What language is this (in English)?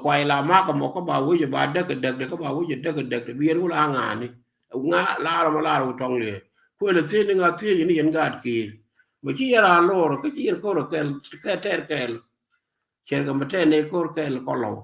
Nuer